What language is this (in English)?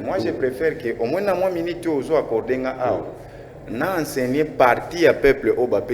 Lingala